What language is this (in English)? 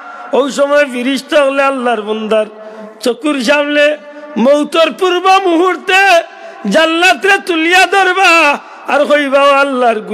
Sylheti